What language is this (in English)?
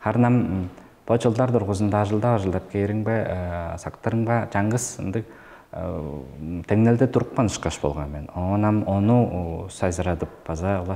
Tuvinian